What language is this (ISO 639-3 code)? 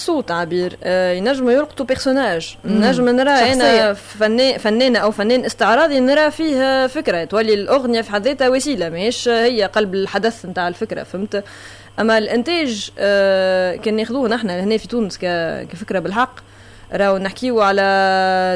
aeb